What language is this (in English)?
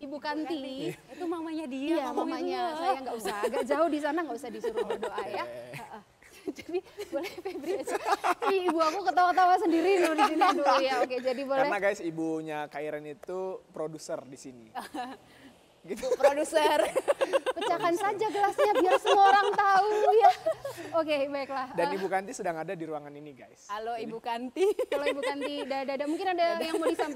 Indonesian